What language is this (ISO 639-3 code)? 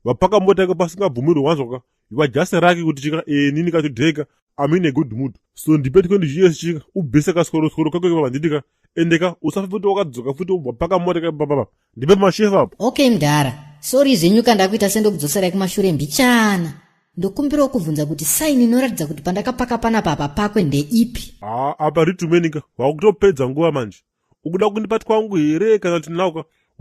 sna